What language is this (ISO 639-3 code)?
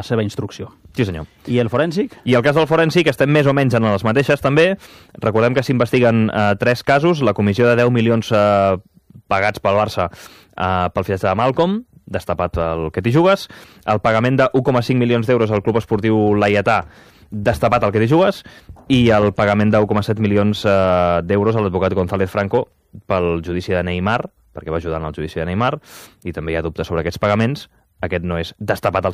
cat